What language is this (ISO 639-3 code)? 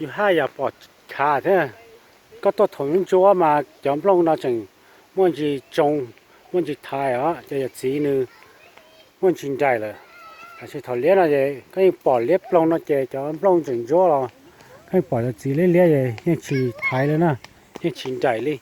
hmn